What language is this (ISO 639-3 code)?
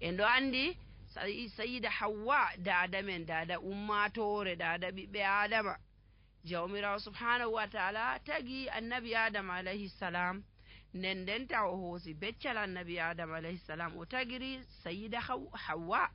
fuv